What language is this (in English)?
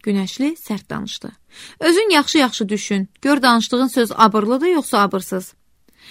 Azerbaijani